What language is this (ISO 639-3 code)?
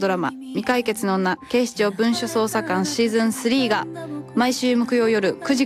jpn